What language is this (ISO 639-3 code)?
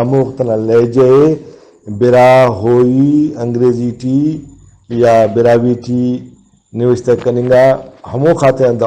brh